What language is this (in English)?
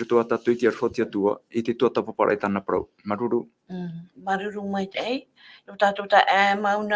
Tahitian